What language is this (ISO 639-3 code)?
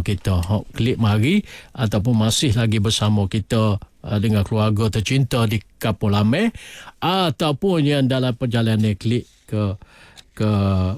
msa